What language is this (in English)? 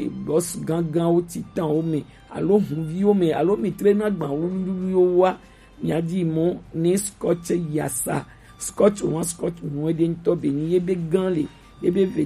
Gen